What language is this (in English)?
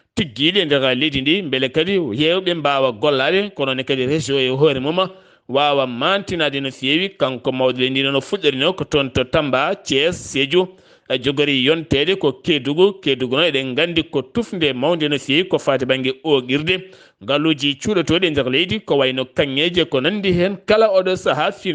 Fula